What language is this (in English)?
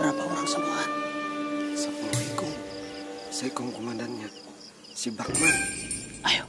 Banjar